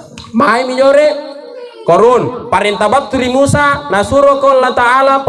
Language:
Makasar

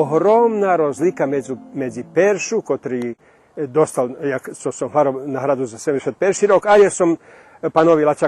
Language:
Rusyn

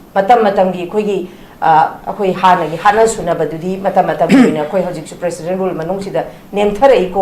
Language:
Manipuri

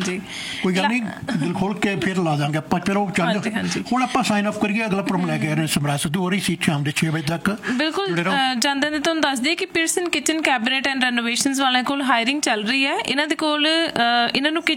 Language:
Punjabi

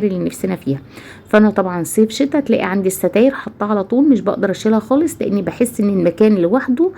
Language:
Egyptian Arabic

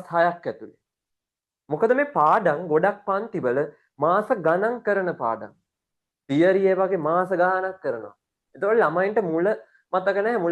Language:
Sinhala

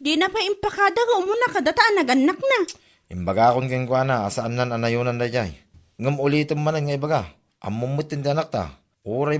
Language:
Iloko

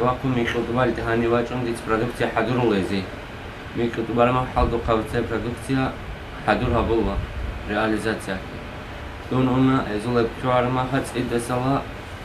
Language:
Avaric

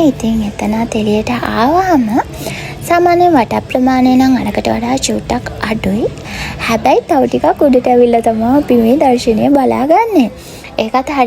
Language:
Sinhala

